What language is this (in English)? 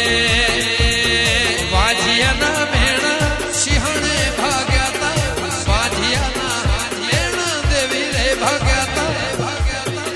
Gujarati